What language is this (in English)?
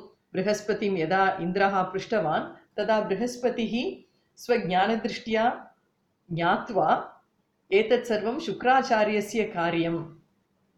Sanskrit